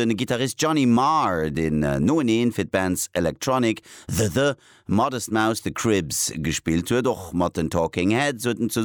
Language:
Luxembourgish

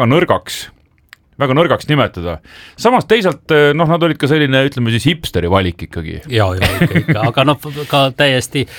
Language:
Estonian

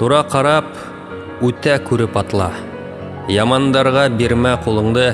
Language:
Bashkir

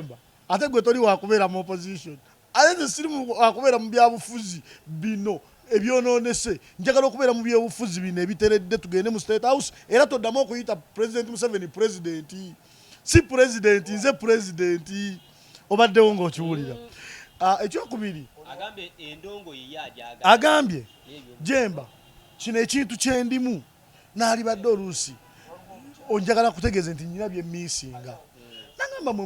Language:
Ganda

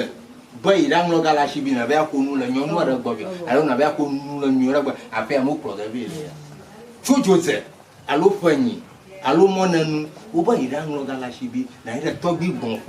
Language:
Ewe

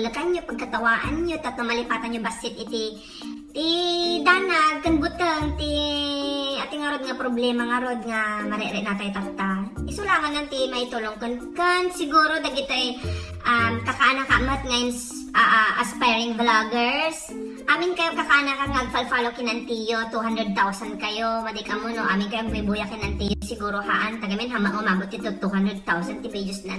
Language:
Iloko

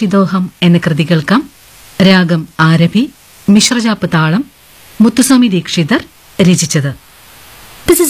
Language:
Malayalam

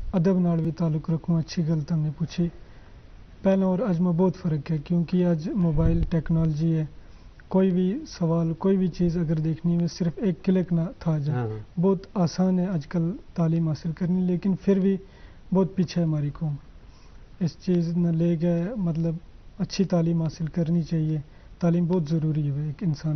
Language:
Gujari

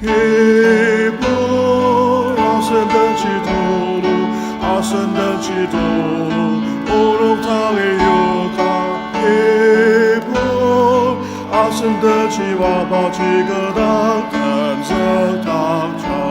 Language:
Ao Naga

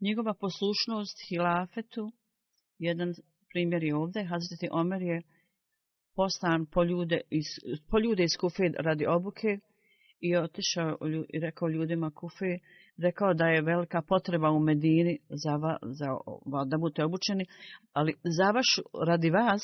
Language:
Bosnian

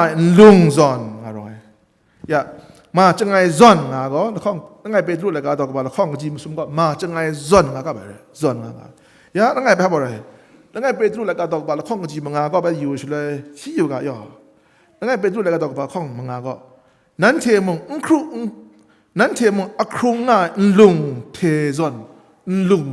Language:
Kachin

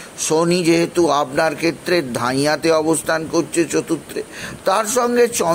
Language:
Bangla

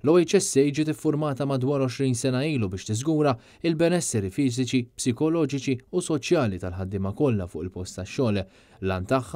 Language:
Maltese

